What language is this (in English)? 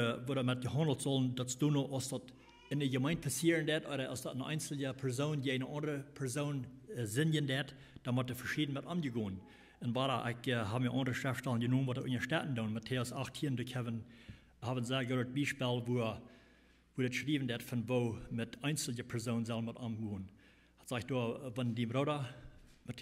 Plautdietsch